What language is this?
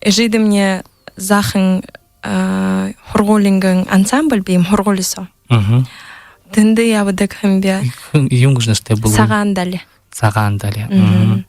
Buriat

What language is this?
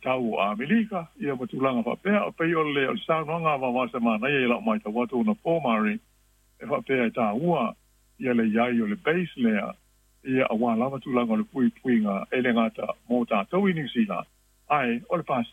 Samoan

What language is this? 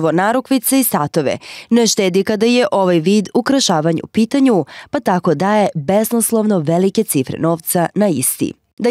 Macedonian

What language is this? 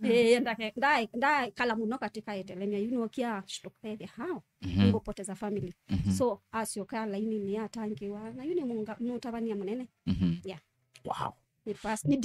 Kamba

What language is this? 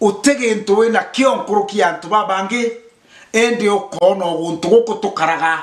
Meru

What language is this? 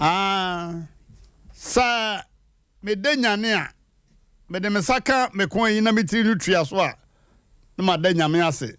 Akan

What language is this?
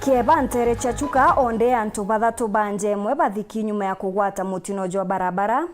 Meru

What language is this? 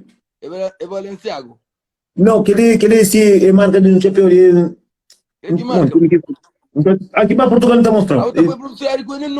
Kabuverdianu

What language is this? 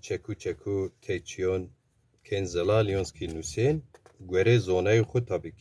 Zaza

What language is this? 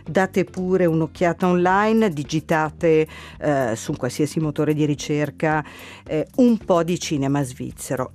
Italian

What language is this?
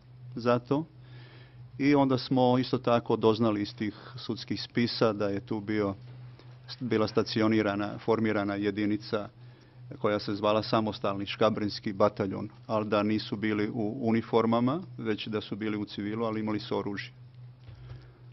Croatian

